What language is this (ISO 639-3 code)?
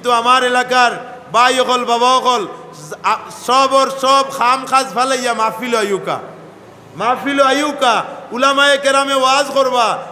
syl